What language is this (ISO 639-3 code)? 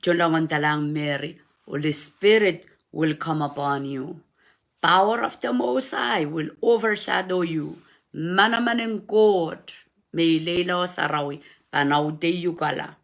pon